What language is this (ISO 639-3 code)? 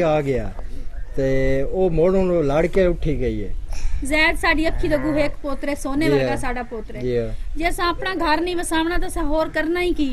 pan